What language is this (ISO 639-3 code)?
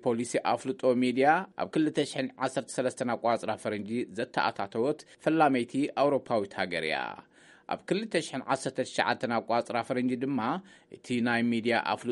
tir